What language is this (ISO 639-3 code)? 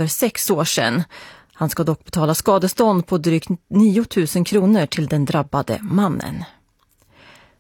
swe